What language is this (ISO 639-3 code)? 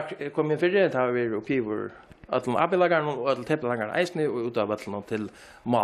fao